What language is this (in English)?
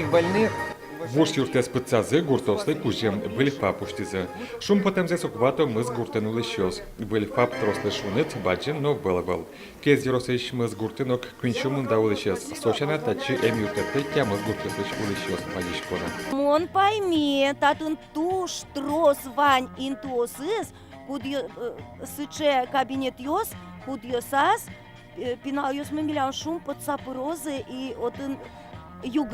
Udmurt